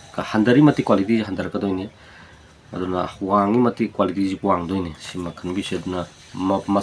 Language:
Manipuri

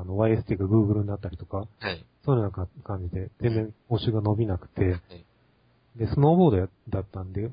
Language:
Japanese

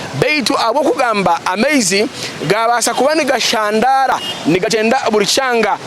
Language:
Nyankole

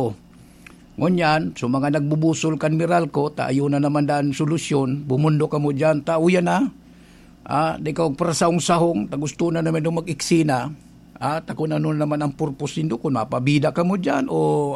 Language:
Bikol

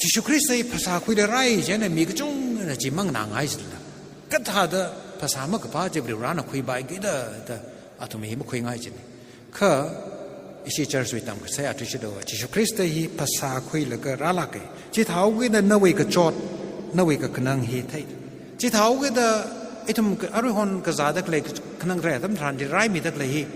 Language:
Tangkhul Naga (India)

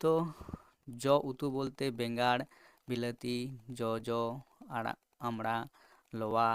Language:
Santali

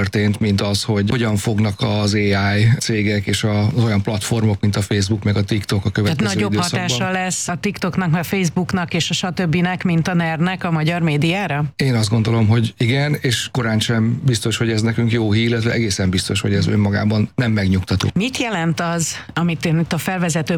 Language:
Hungarian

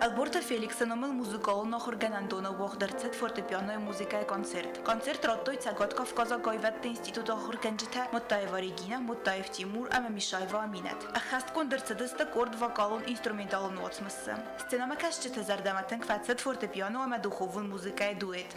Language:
Ossetic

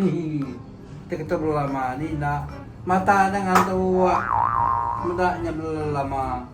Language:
Iban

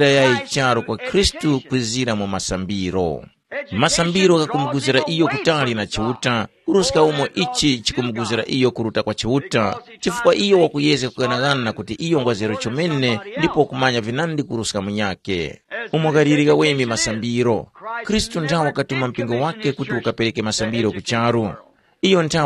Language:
Tumbuka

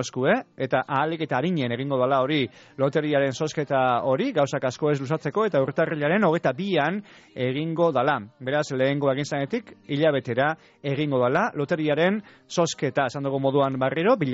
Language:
Basque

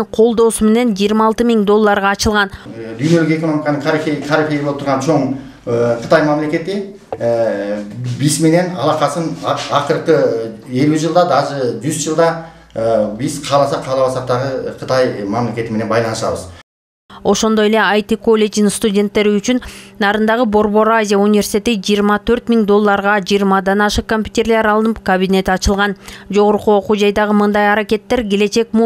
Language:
Kyrgyz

